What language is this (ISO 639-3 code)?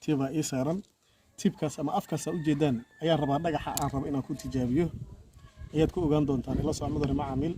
som